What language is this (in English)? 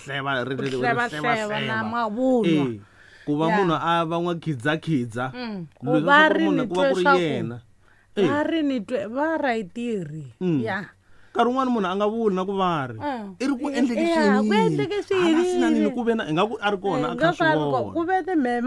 Tsonga